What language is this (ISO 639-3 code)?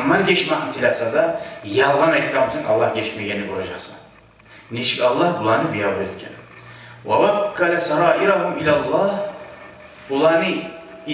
kum